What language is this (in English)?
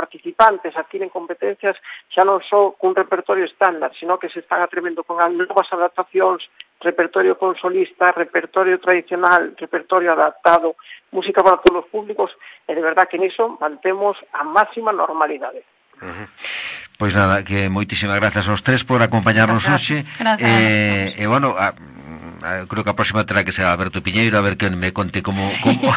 Galician